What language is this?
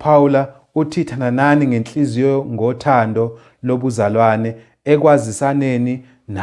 Zulu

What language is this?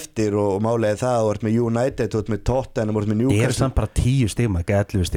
Icelandic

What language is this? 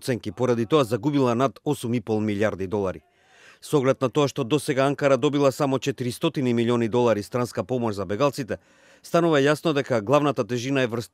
Macedonian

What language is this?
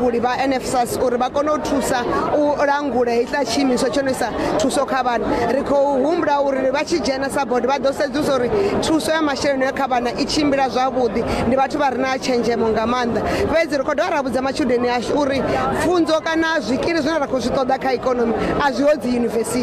Venda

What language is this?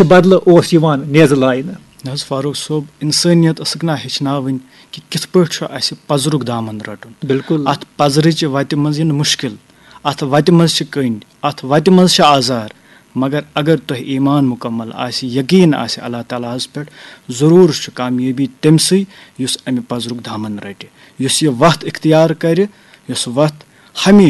Kashmiri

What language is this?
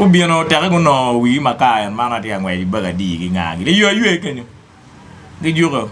Acoli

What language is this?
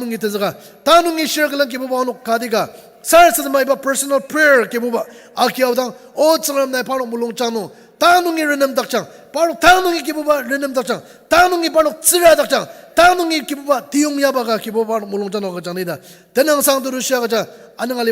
Ao Naga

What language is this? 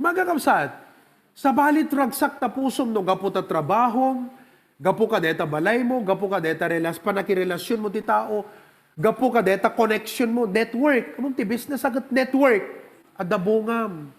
Iloko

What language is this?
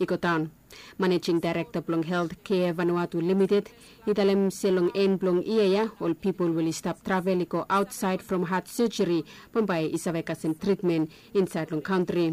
Bislama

